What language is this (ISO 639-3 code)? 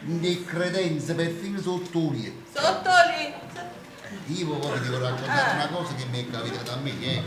nap